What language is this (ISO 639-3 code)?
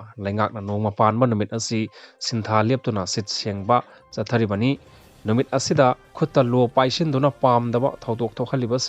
mni